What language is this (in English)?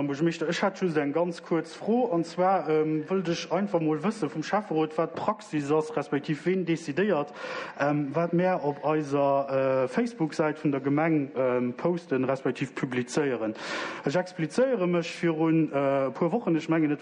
Luxembourgish